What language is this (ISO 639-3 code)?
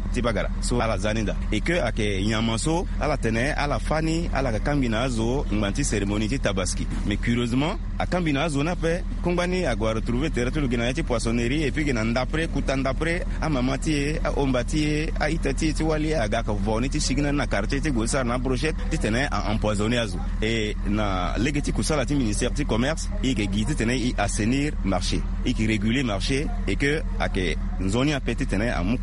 sag